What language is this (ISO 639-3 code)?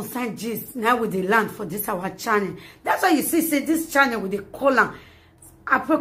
pcm